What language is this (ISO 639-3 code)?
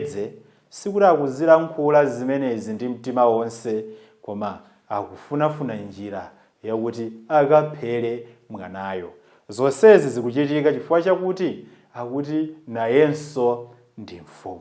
nya